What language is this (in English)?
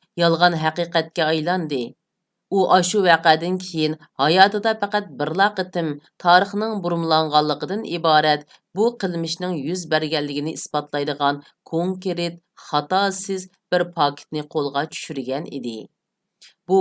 Uyghur